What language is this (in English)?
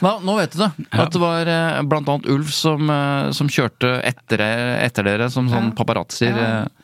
Norwegian